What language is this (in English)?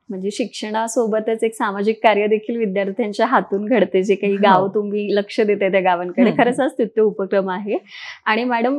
Marathi